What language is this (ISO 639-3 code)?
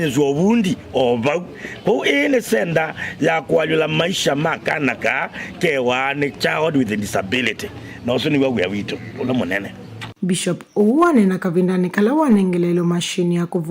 kam